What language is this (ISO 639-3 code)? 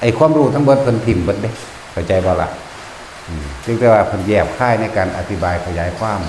tts